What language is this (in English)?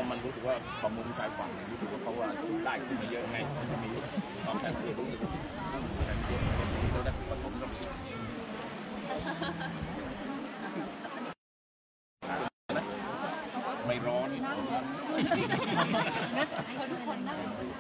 Thai